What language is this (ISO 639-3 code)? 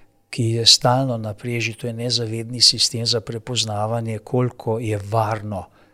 slv